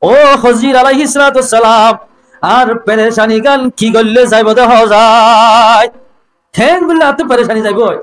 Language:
Rohingya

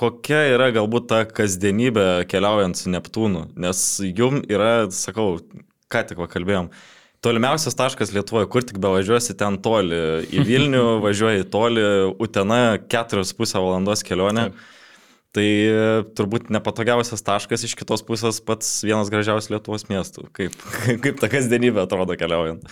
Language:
Lithuanian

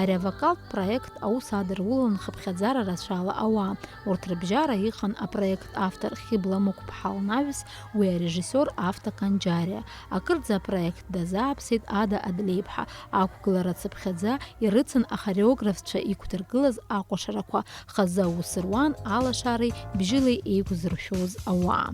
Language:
Abkhazian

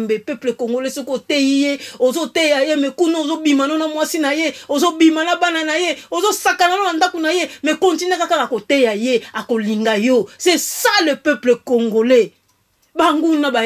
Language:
Lingala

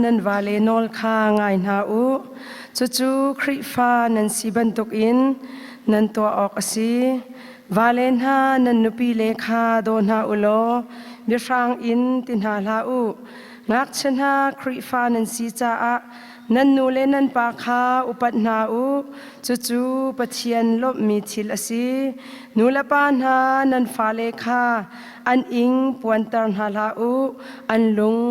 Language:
Hakha Chin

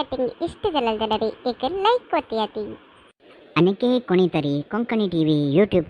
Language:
Konkani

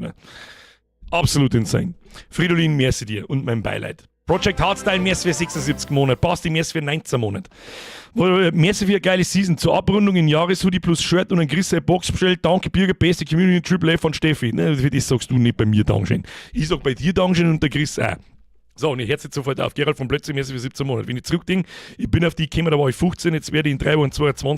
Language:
Bavarian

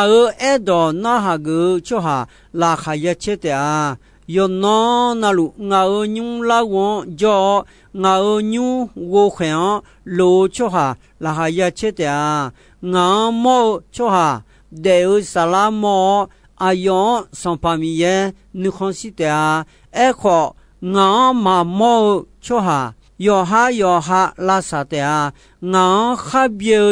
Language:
Akha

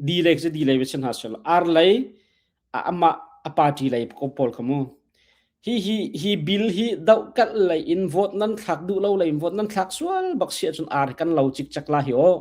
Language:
Hakha Chin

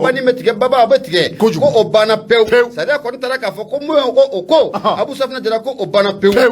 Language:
Bambara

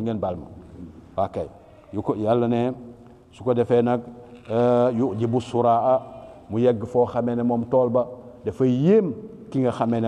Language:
Wolof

